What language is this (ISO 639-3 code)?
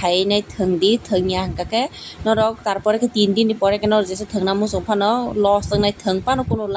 trp